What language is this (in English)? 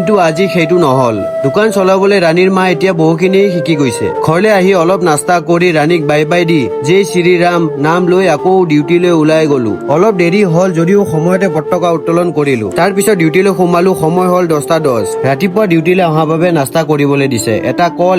Assamese